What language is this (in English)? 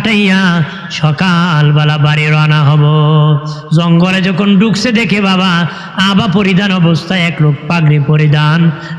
Sylheti